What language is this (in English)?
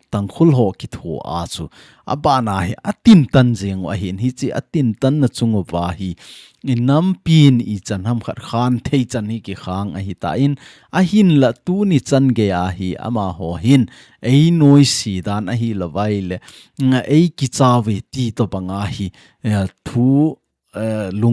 Thado Chin